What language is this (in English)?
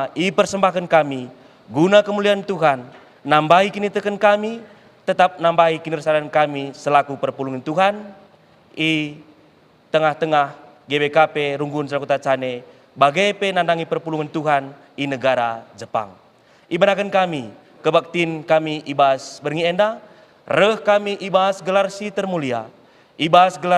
Batak Karo